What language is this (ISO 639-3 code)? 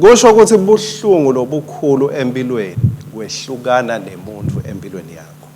ssw